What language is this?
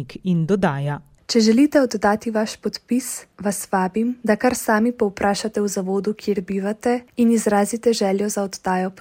Slovenian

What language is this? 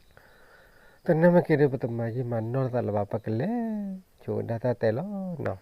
S'gaw Karen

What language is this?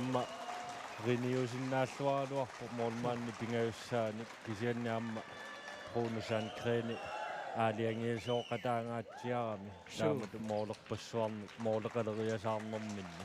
Kalaallisut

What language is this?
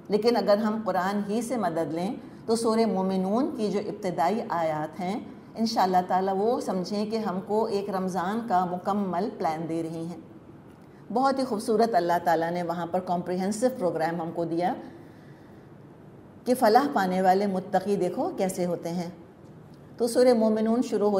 Urdu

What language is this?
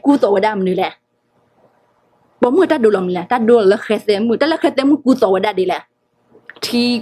S'gaw Karen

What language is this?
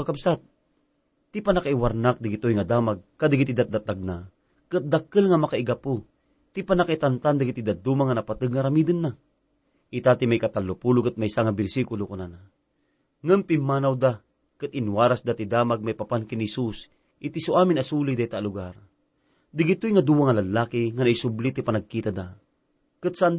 Iloko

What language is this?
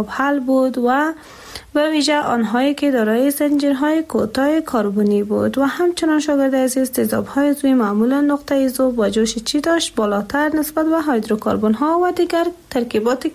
Persian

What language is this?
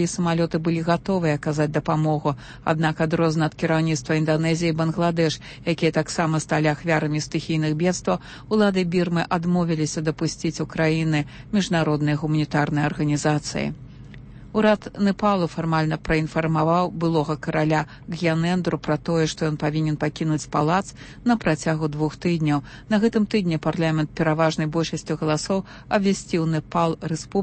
Belarusian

